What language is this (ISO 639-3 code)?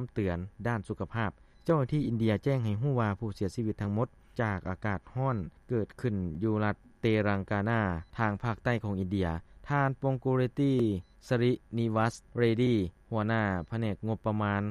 lao